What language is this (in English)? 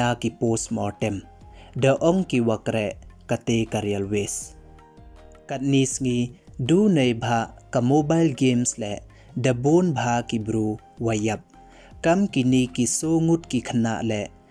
Pnar